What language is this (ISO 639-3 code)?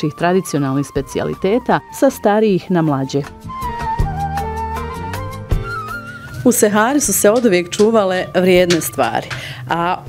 bos